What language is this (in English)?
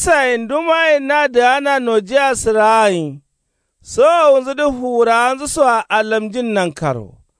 Kanuri